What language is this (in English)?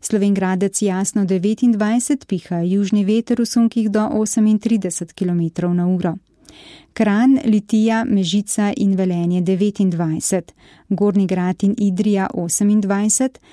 Slovenian